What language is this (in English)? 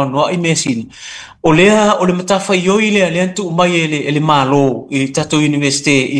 Samoan